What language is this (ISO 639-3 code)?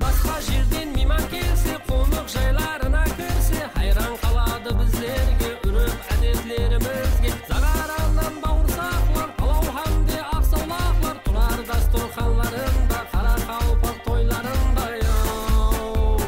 kaa